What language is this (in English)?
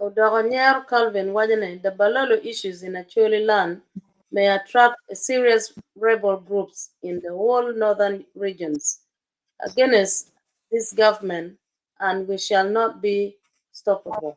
Acoli